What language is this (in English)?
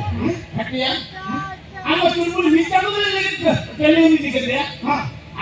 Santali